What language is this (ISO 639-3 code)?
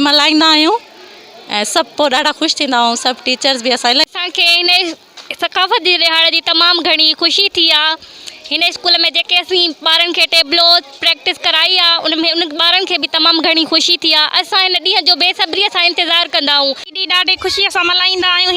snd